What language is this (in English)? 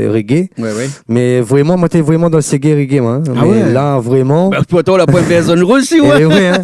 Réunion Creole French